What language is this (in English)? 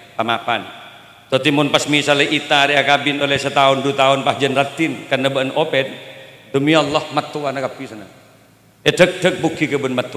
Madurese